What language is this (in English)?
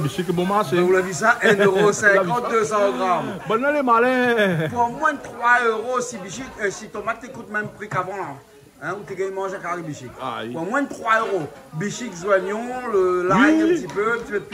Réunion Creole French